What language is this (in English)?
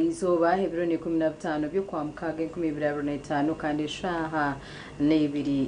Nyankole